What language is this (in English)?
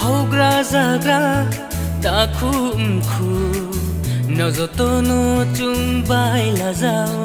Riang (India)